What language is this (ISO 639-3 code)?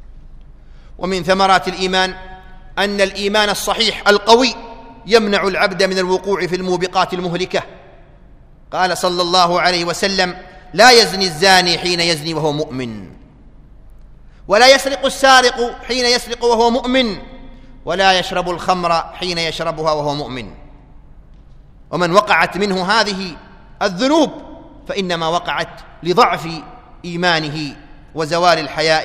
ara